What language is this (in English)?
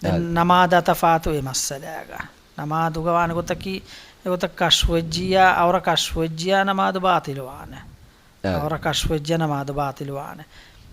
Divehi